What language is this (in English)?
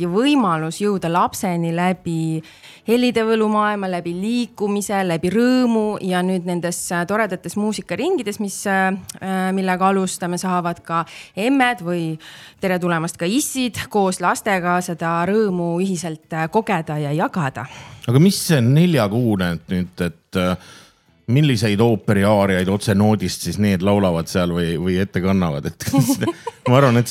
Estonian